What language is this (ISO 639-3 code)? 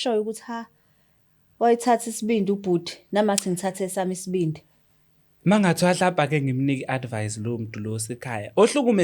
zul